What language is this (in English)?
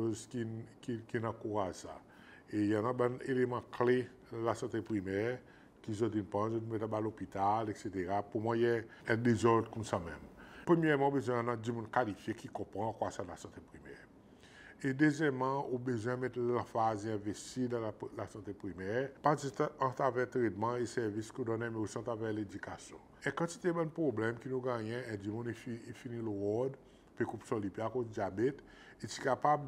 Seselwa Creole French